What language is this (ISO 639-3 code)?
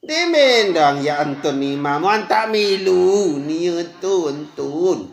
sas